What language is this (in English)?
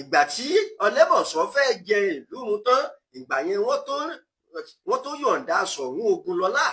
Yoruba